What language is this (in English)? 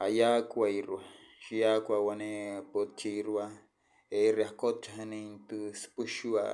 Wayuu